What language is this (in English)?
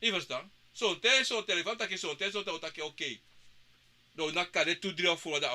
Sranan Tongo